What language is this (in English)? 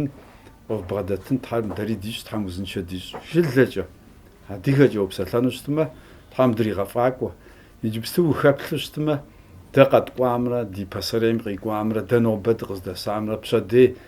Kabardian